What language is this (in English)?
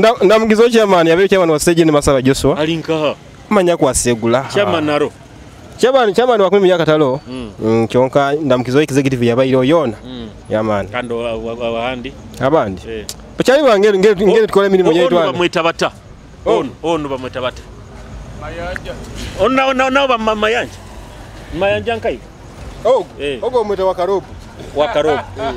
Nyoro